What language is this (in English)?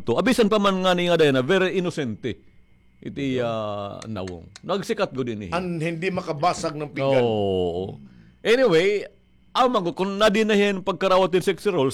Waray